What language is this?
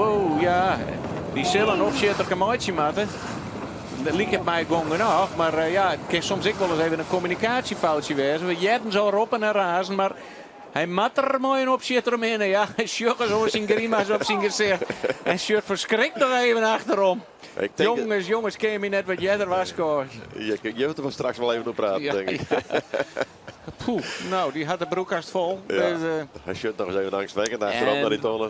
Western Frisian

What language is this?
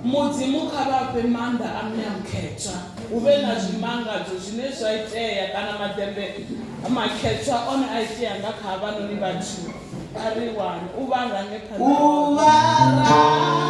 Venda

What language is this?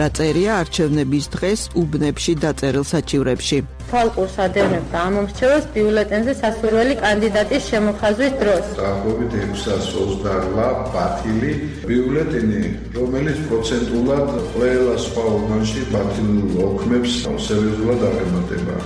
Georgian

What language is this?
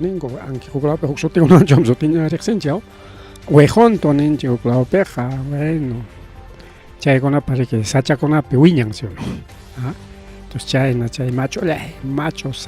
Ayacucho Quechua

